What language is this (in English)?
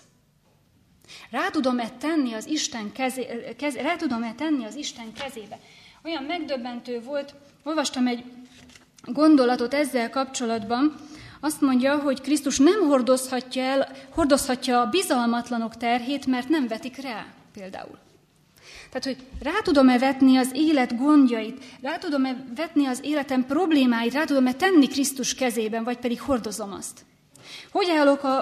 Hungarian